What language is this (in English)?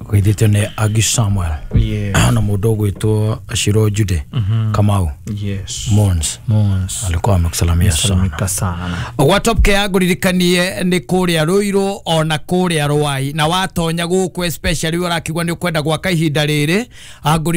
Kikuyu